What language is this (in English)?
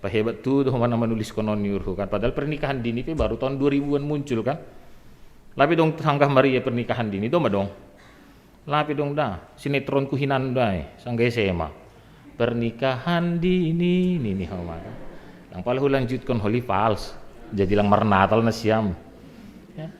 Batak Simalungun